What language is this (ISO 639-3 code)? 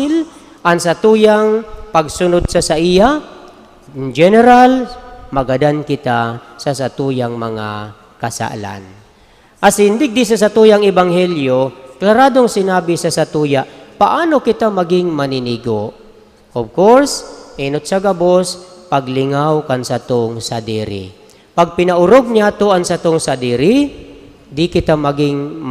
bik